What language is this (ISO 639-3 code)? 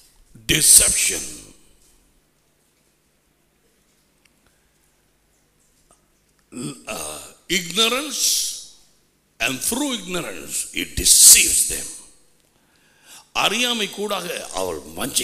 tam